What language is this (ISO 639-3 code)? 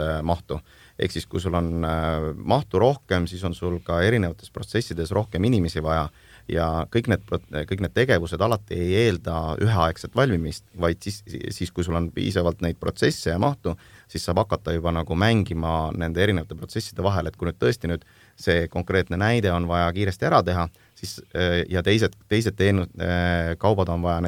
est